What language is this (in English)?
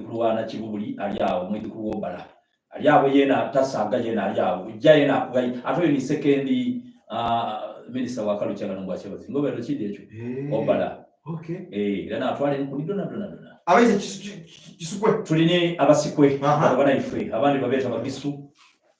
Soga